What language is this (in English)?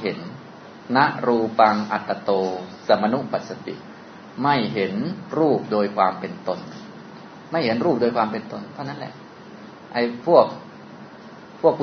Thai